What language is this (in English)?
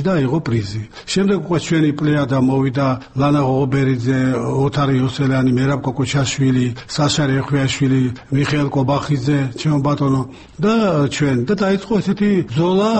Georgian